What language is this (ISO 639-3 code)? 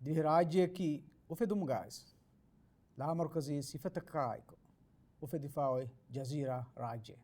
div